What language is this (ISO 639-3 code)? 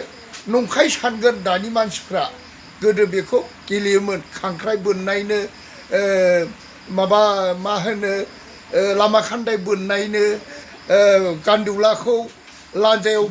brx